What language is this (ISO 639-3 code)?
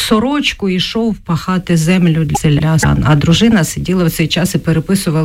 ukr